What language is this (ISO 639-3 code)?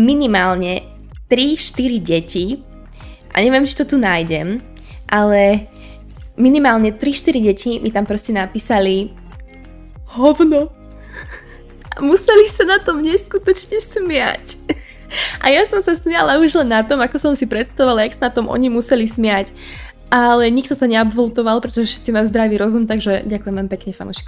slk